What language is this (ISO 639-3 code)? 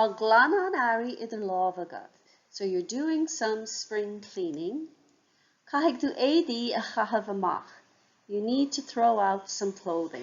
gle